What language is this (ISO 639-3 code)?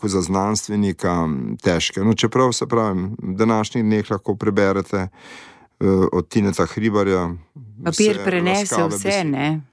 slv